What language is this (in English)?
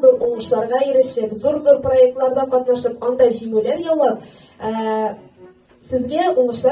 Tatar